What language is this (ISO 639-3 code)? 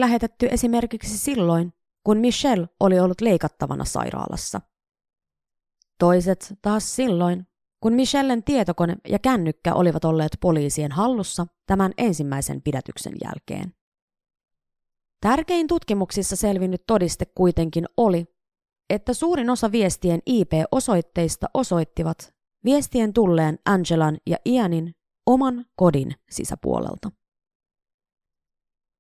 fin